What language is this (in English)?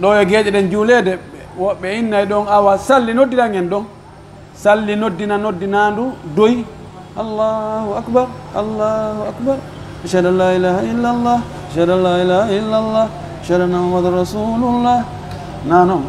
Pular